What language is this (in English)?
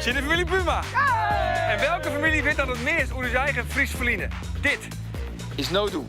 Western Frisian